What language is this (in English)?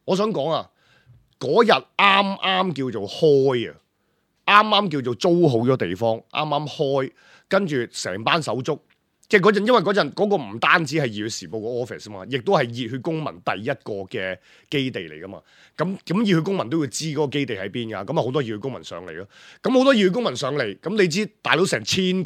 Cantonese